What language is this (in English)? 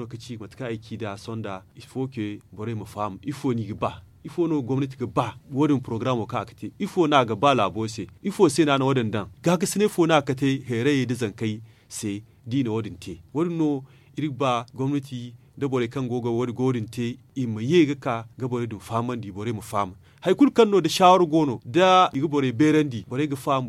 Zarma